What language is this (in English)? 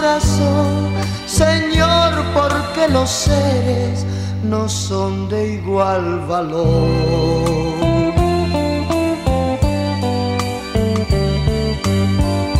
Spanish